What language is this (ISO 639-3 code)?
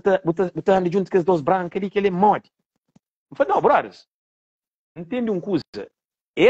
kea